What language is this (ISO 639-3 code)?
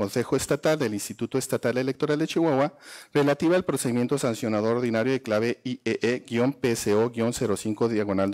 spa